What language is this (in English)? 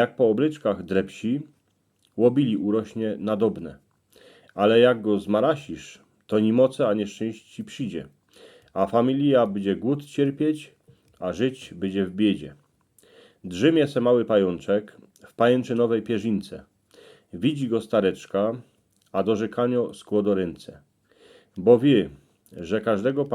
Silesian